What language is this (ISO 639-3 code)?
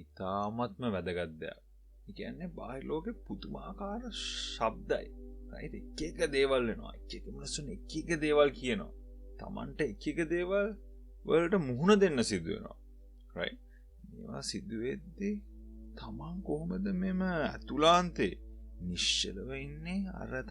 sin